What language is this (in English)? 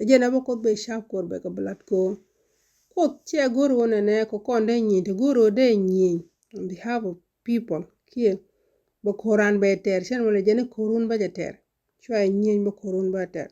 Nuer